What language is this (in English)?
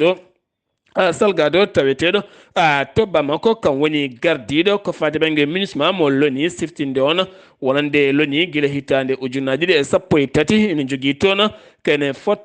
Fula